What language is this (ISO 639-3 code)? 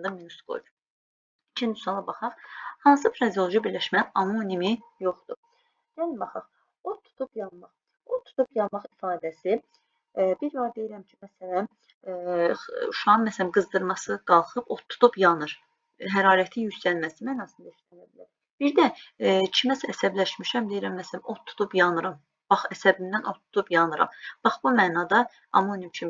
aze